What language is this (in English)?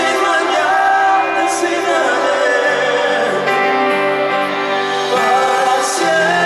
Spanish